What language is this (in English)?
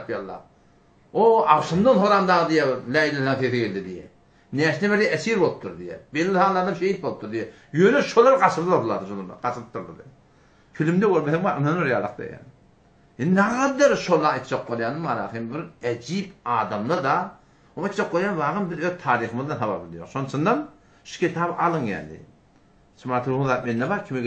Turkmen